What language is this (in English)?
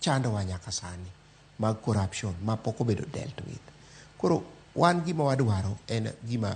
Luo (Kenya and Tanzania)